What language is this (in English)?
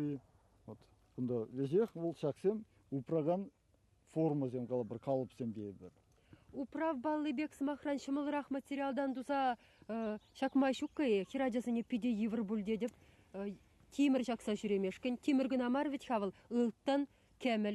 Chuvash